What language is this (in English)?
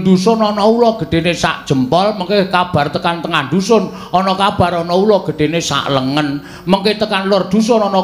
Javanese